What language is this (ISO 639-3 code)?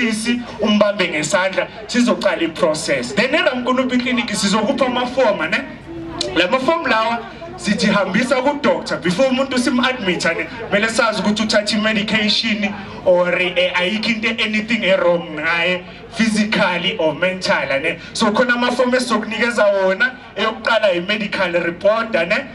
zul